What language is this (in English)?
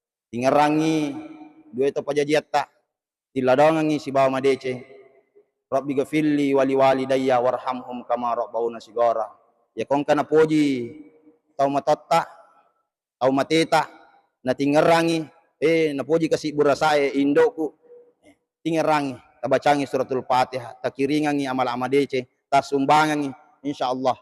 Buginese